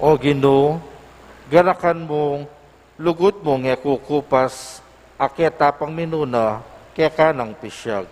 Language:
Pampanga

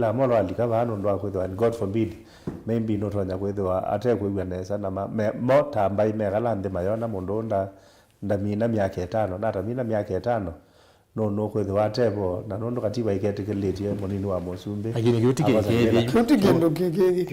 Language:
Kamba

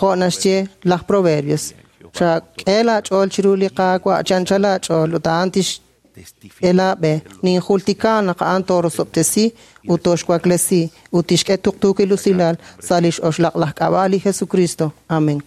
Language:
Kekchí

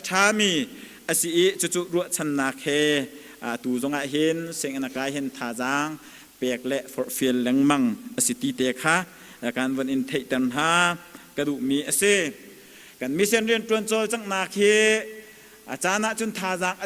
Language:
Hakha Chin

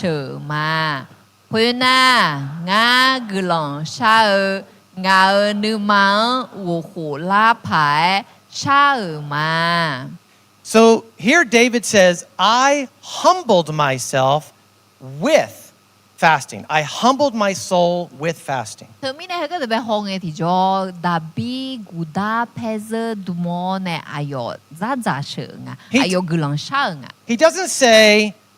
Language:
Akha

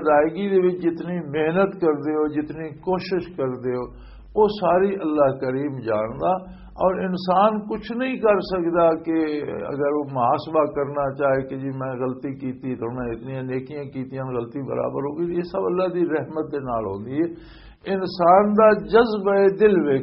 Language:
Western Panjabi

